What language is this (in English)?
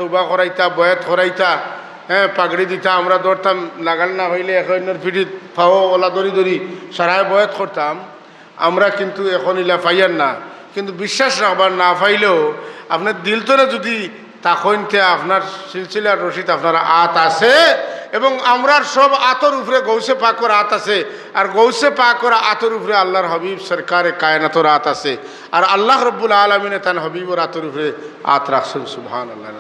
Sylheti